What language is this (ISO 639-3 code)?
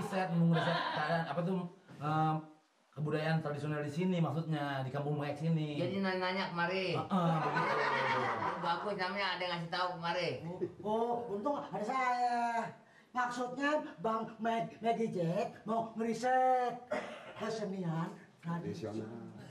bew